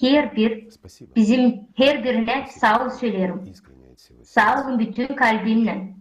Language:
Gagauz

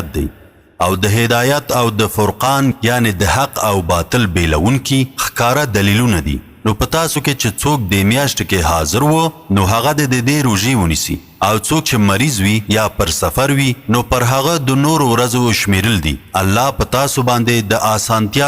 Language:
Pashto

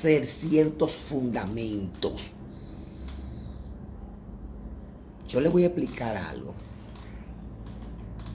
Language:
Spanish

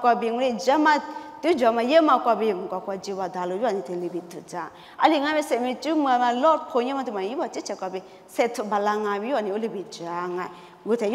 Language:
Lisu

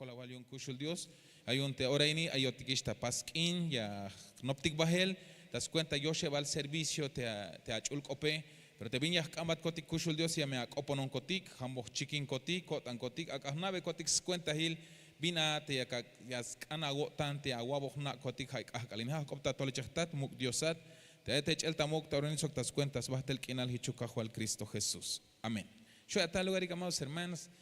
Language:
Tzeltal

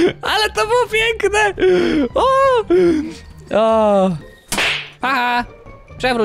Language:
Polish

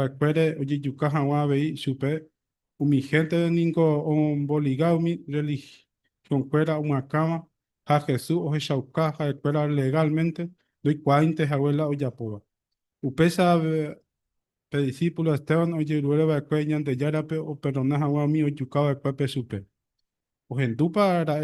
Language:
Guarani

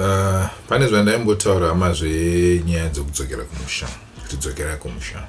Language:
Shona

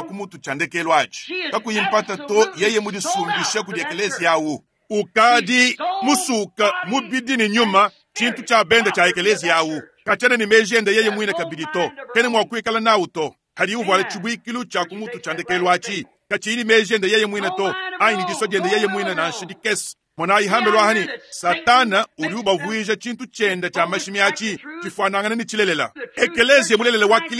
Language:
Luba-Lulua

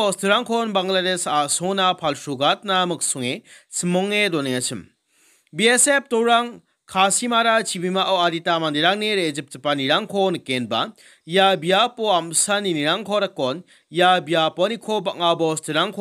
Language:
Garo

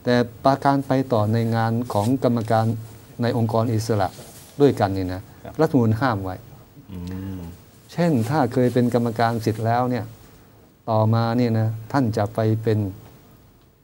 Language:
Thai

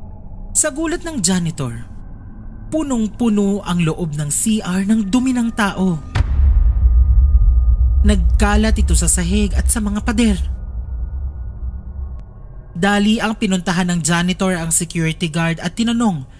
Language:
Filipino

